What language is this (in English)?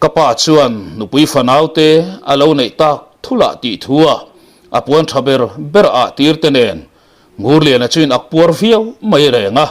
Mizo